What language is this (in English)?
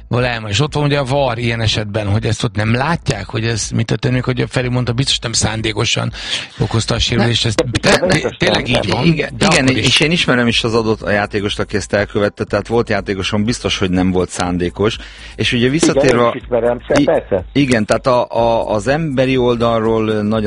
Hungarian